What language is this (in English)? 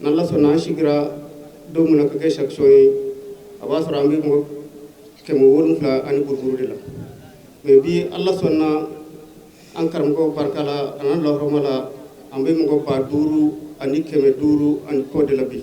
Bambara